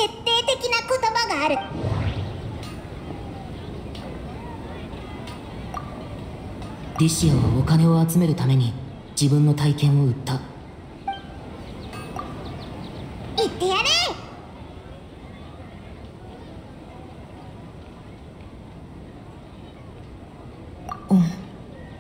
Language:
Japanese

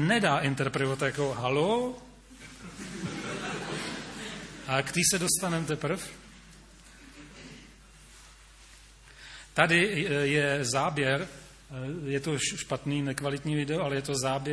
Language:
Czech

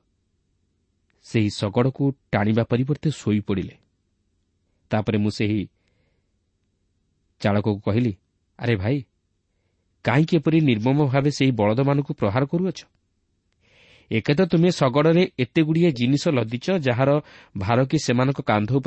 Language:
Odia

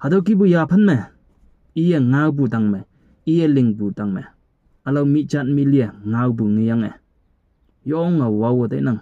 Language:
Konyak Naga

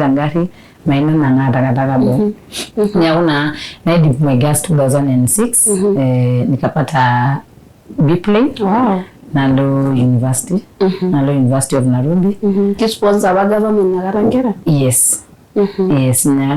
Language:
Masai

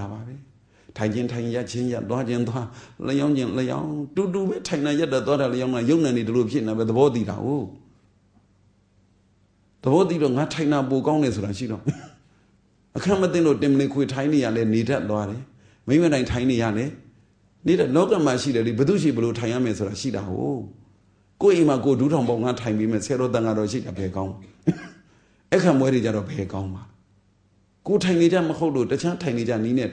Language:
Burmese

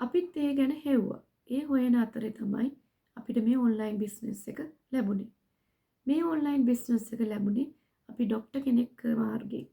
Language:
Sinhala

